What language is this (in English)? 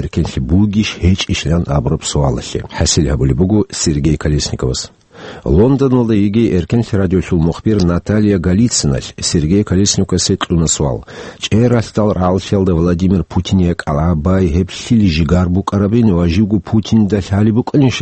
Avaric